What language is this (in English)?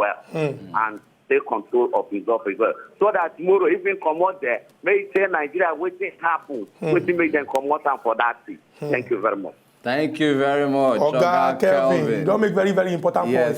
Nigerian Pidgin